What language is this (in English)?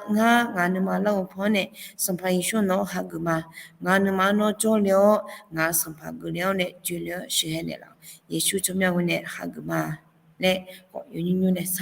Akha